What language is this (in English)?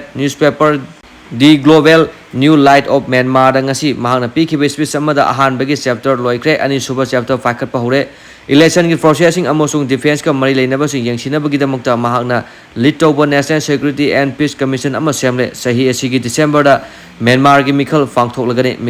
Manipuri